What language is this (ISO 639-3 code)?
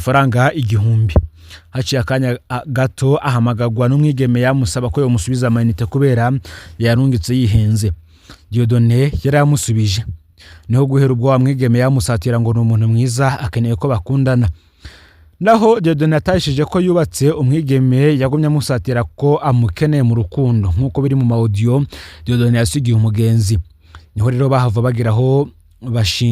run